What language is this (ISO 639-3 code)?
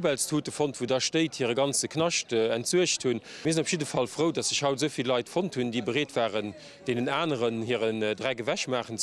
ltz